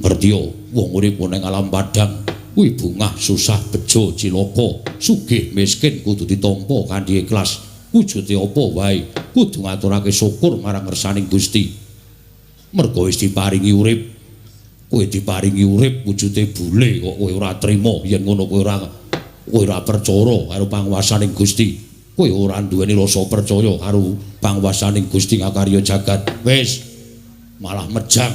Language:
Javanese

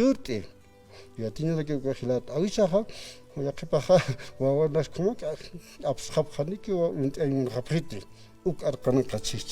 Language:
Aymara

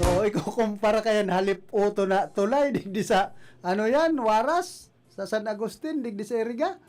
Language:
Bikol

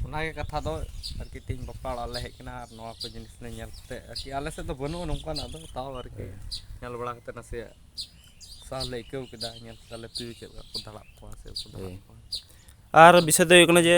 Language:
Santali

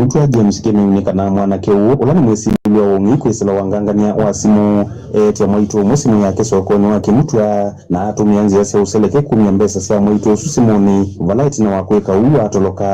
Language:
Kamba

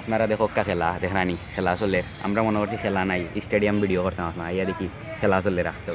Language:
Sylheti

